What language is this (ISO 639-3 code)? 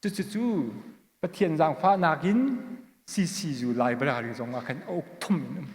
cnh